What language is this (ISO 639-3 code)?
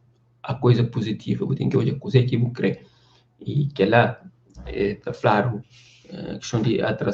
kea